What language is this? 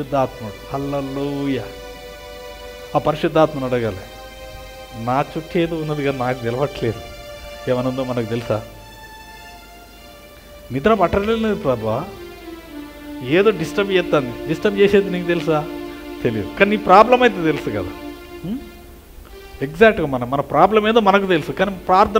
Telugu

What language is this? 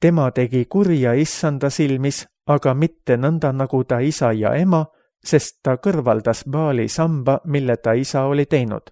Estonian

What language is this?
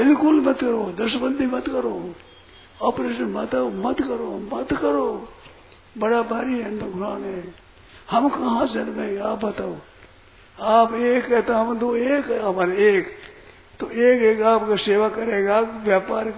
Hindi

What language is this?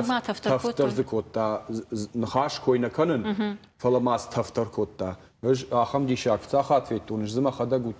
Ossetic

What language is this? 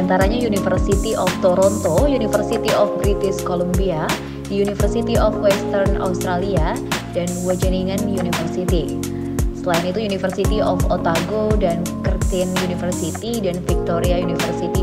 Indonesian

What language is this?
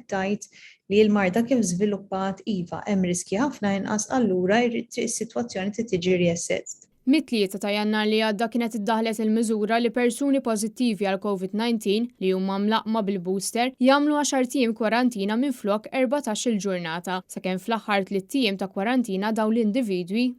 Maltese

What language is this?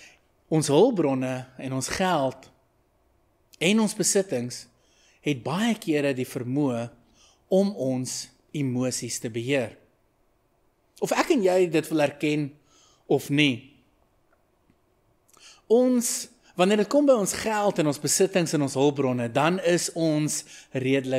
Afrikaans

